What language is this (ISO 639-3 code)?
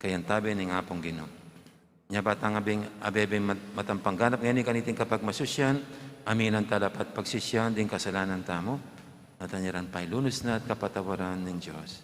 pam